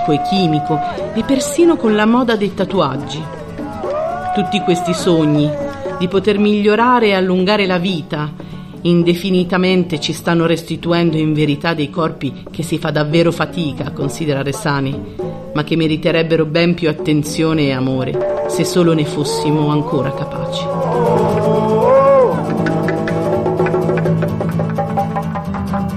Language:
Italian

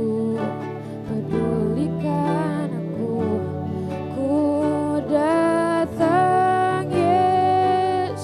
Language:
Ambonese Malay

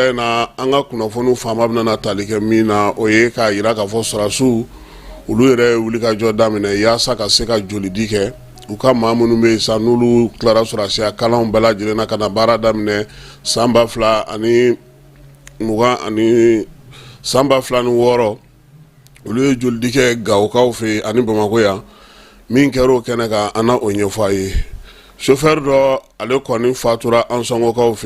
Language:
Bambara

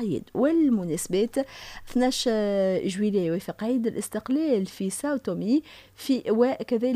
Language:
Tunisian Arabic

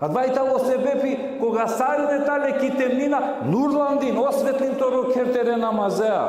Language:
Balkan Romani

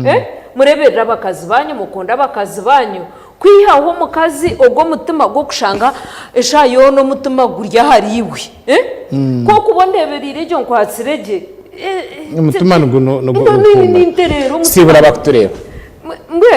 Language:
Nyankole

